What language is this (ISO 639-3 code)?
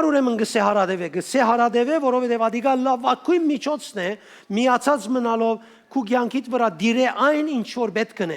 hyw